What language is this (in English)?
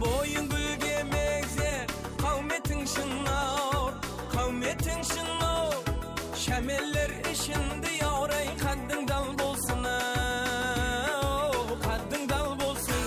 Kara-Kalpak